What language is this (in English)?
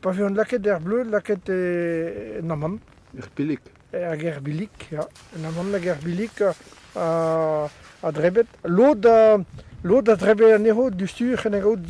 Breton